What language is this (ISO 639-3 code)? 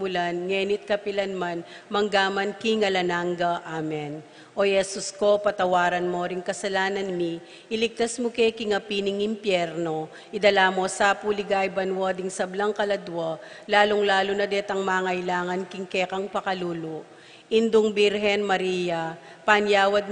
pam